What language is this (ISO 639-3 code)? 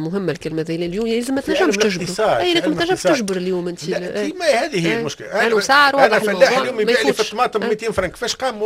aeb